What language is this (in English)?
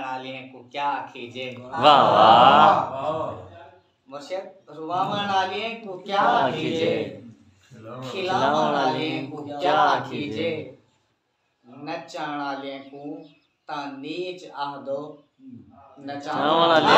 Saraiki